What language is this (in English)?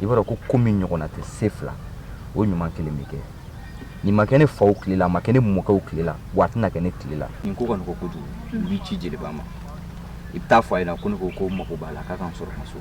Bambara